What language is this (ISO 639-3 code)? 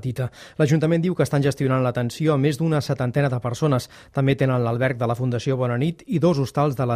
cat